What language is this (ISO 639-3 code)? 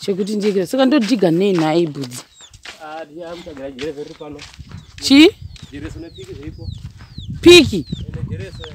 sna